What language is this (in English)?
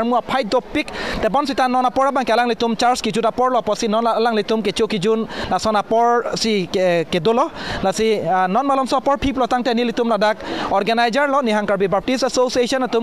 Karbi